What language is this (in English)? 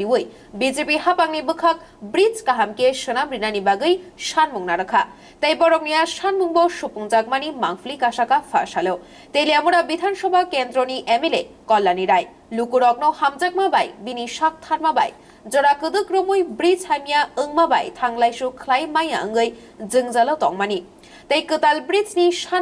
Kok Borok